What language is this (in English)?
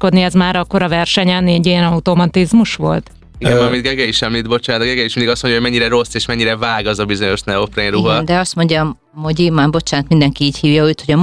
Hungarian